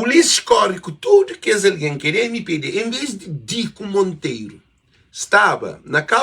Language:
Kabuverdianu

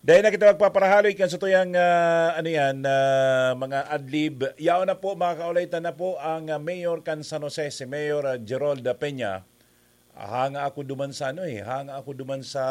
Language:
Bikol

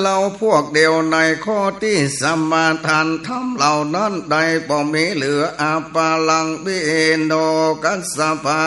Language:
Northern Thai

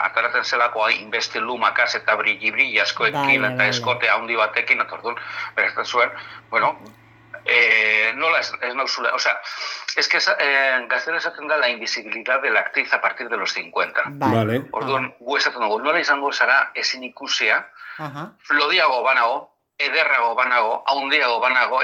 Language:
Basque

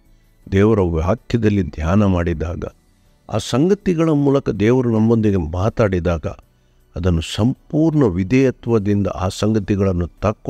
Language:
Kannada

